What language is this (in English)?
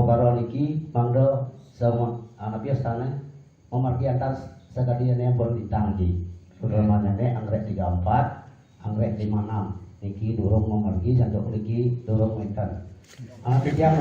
Balinese